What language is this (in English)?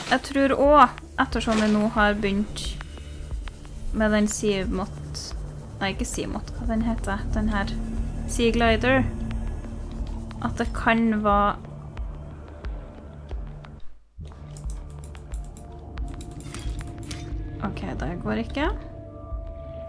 Norwegian